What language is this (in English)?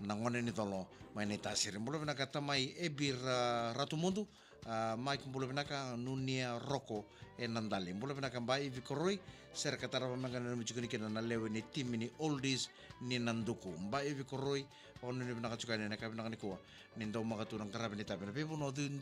Fijian